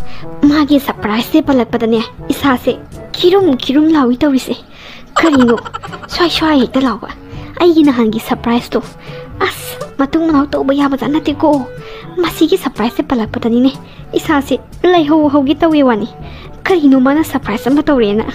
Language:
Manipuri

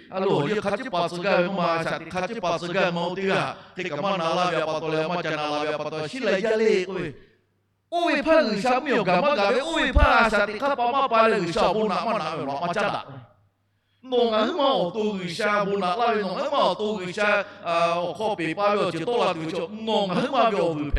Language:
Lahu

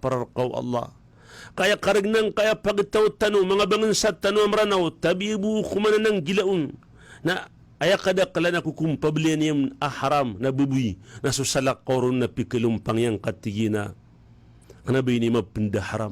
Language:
Maranao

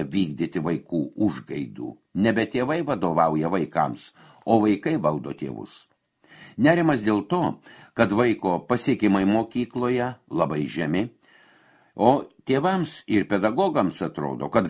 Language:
Lithuanian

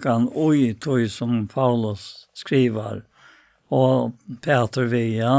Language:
Faroese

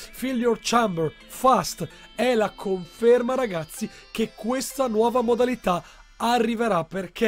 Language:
Italian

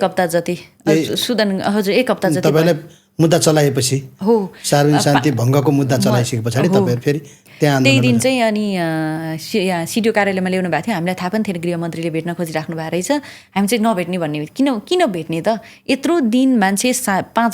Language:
Nepali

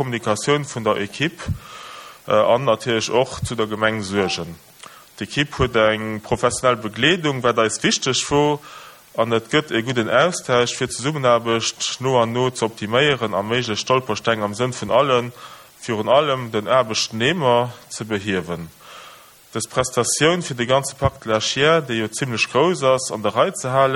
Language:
Luxembourgish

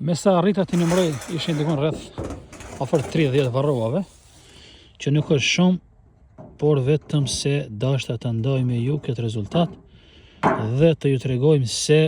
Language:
Albanian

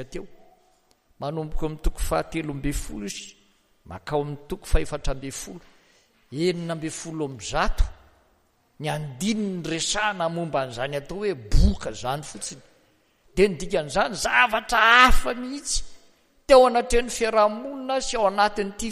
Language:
Malagasy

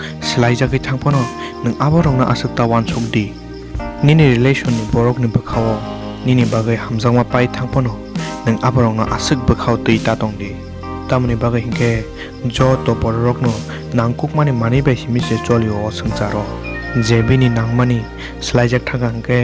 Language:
Kok Borok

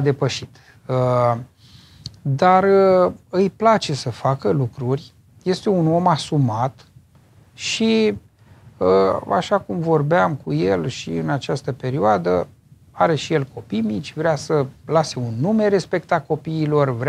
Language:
Romanian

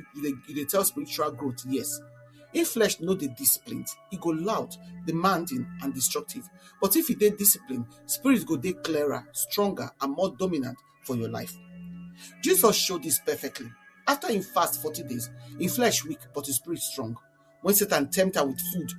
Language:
Nigerian Pidgin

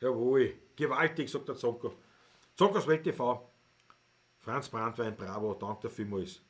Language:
Bavarian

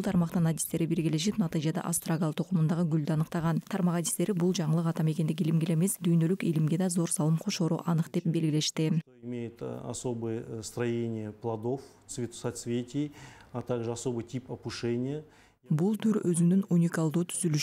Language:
Kyrgyz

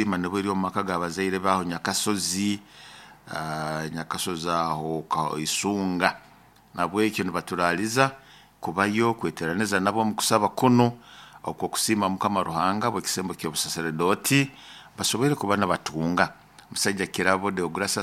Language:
Nyoro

